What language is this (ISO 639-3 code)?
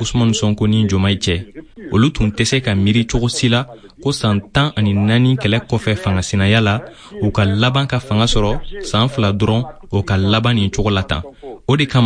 bam